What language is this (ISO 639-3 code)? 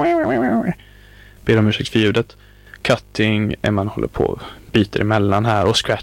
swe